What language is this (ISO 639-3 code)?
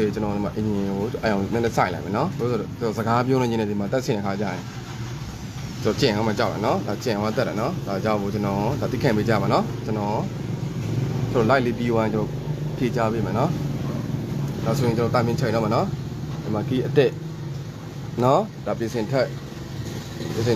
mya